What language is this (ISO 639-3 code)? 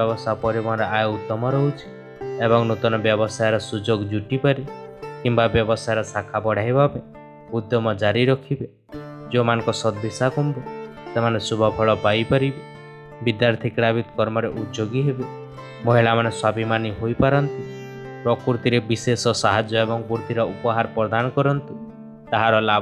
ori